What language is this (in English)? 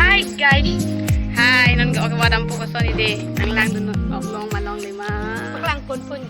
Karbi